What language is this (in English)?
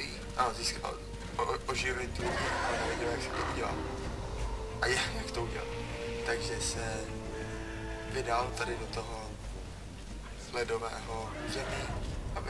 Czech